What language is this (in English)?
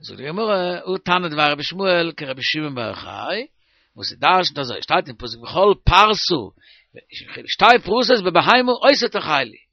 Yiddish